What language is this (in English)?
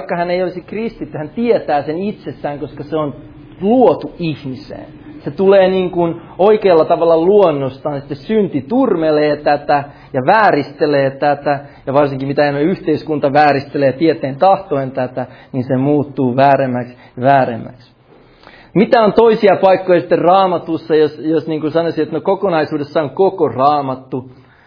Finnish